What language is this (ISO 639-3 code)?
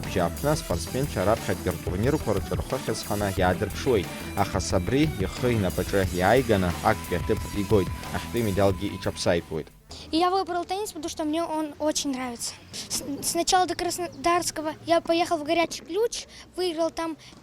abk